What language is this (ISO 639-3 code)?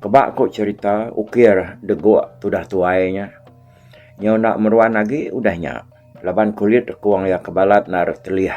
iba